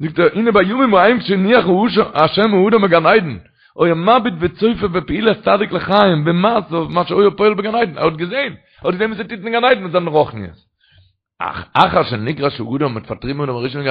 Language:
Yiddish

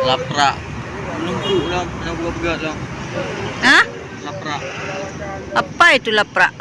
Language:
Achinese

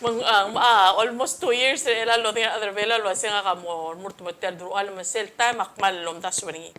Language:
Palauan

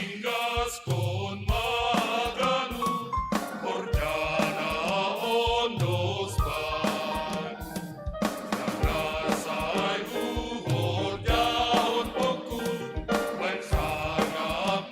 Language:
Batak Simalungun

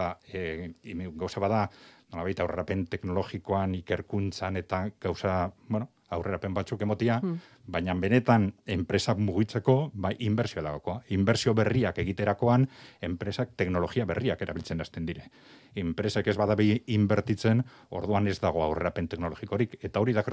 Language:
Basque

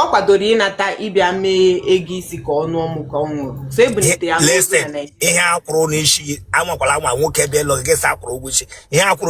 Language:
Igbo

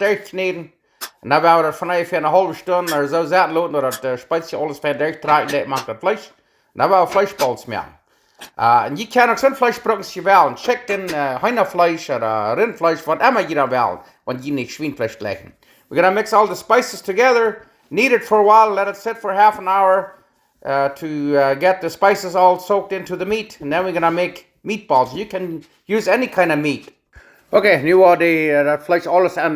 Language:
Plautdietsch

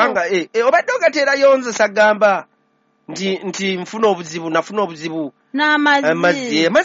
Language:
Ganda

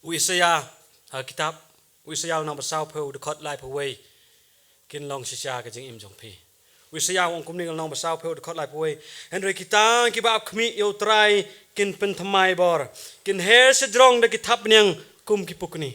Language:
Khasi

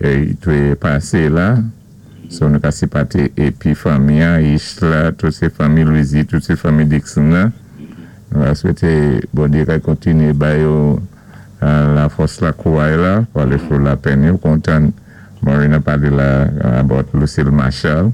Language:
Saint Lucian Creole French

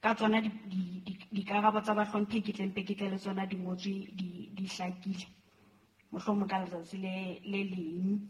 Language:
Southern Sotho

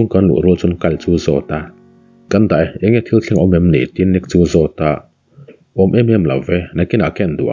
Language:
Mizo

